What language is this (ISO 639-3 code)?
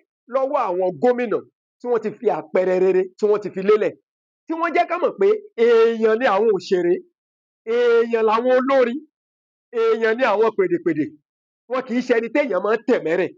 yor